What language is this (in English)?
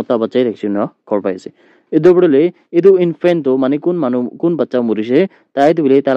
Naga Pidgin